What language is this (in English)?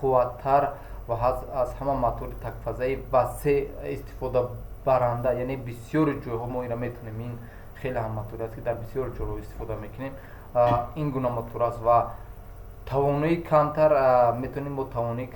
Tajik